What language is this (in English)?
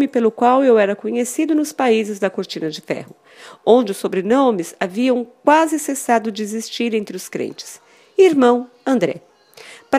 Portuguese